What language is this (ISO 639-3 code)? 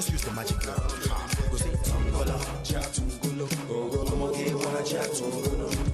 pcm